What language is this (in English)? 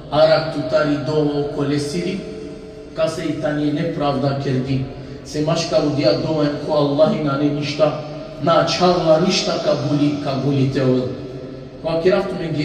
Balkan Romani